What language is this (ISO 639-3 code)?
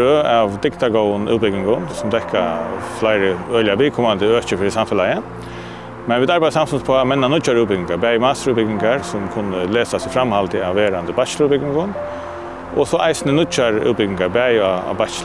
fao